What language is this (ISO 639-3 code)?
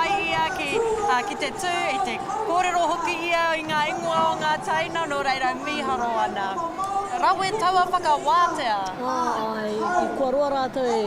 mri